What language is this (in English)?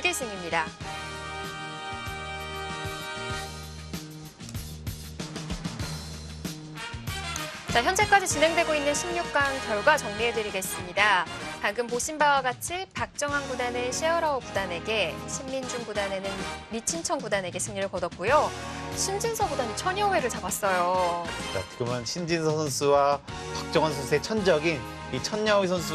Korean